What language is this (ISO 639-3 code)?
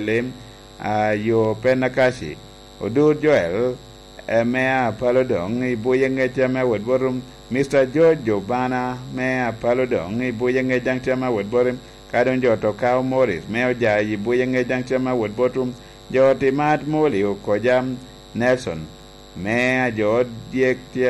laj